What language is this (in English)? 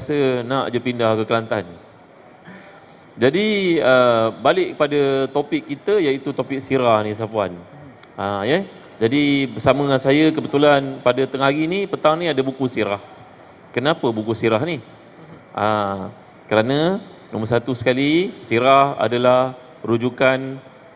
Malay